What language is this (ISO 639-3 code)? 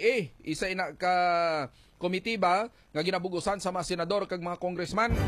hil